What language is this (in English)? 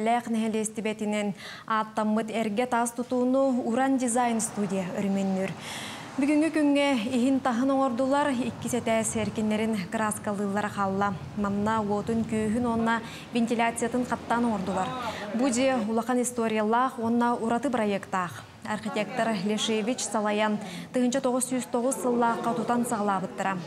Yakut